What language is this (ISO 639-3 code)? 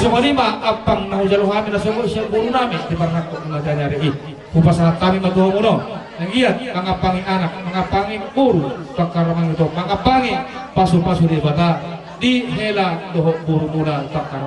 bbc